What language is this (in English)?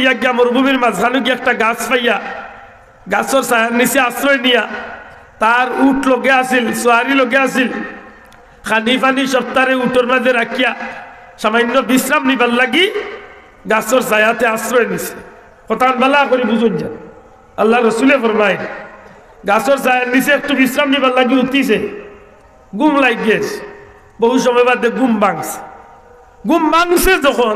Sylheti